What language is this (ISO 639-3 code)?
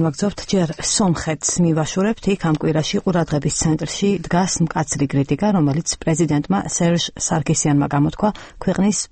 kat